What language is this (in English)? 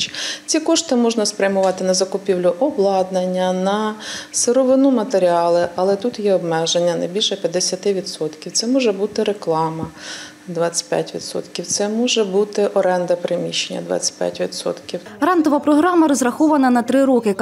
Ukrainian